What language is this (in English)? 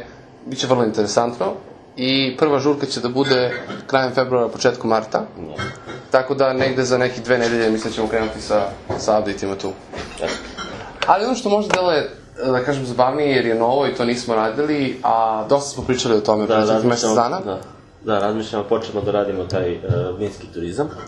Serbian